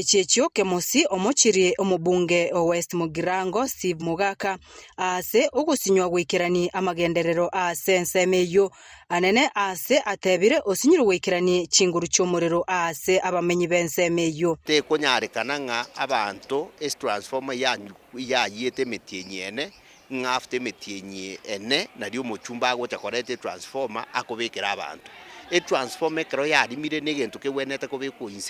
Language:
Gusii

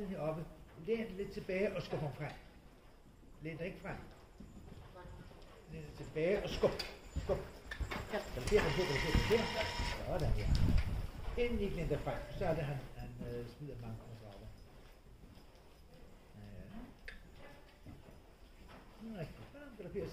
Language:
Danish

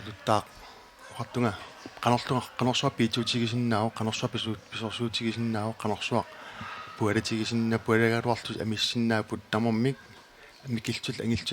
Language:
Kalaallisut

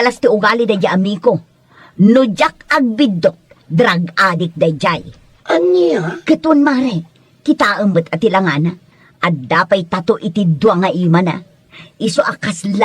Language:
Iloko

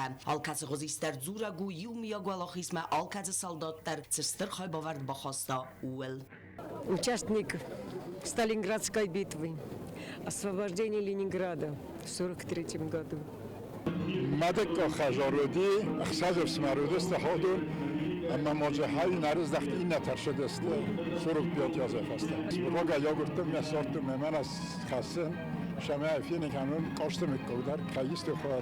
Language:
Ossetic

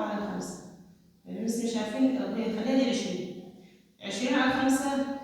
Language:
Egyptian Arabic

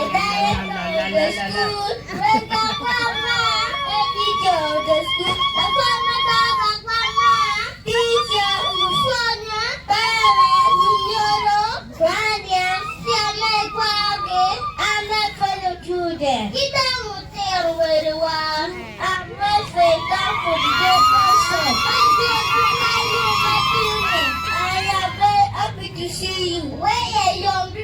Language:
Acoli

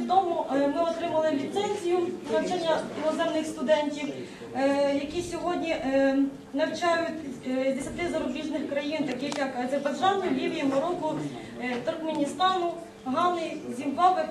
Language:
Ukrainian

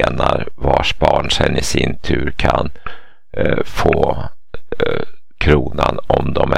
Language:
Swedish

